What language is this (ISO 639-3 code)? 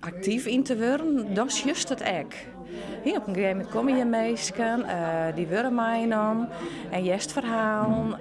fry